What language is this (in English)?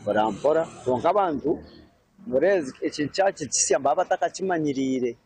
Nyankole